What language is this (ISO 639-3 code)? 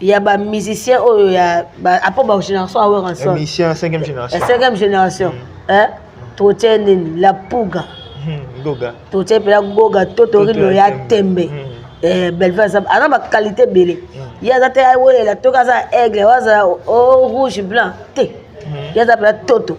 lin